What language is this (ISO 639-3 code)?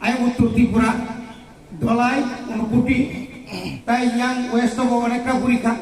trp